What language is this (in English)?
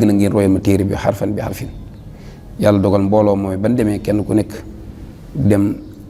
Wolof